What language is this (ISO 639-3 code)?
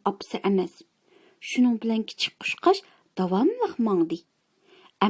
uig